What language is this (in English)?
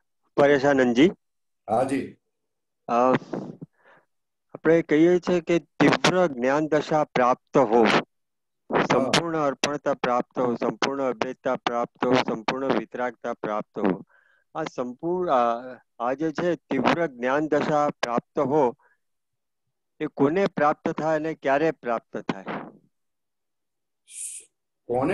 Gujarati